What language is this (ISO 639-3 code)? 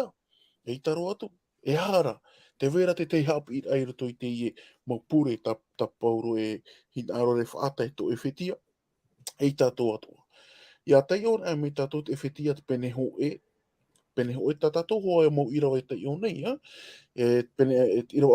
tah